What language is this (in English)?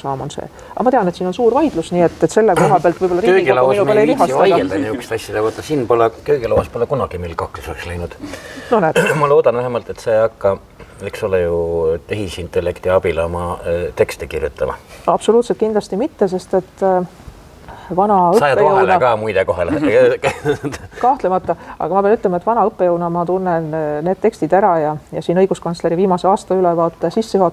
Estonian